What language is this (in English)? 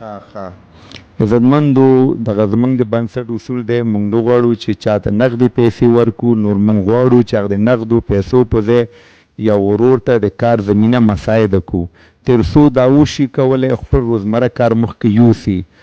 Pashto